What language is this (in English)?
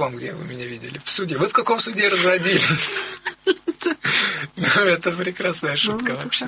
Russian